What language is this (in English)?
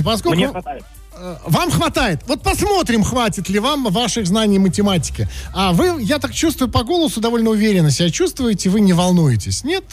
Russian